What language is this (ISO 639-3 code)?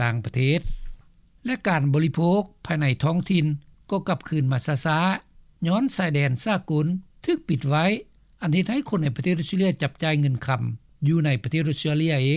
lao